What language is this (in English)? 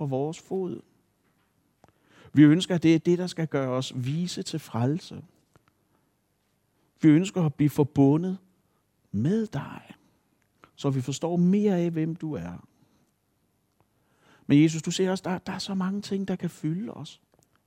Danish